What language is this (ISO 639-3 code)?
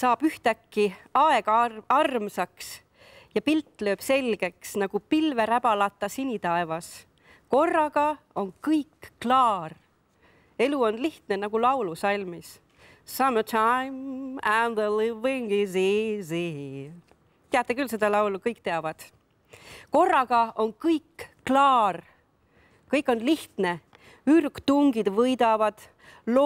est